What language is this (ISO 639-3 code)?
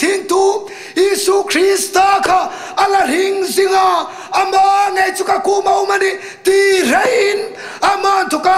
hmr